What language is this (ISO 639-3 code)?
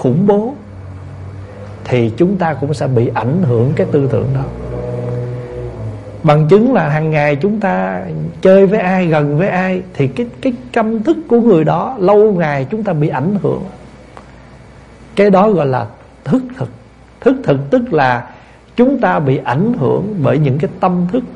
vie